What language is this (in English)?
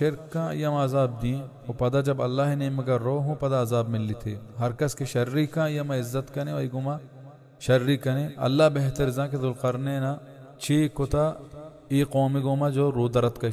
Baluchi